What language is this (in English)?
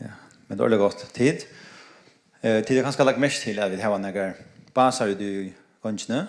Faroese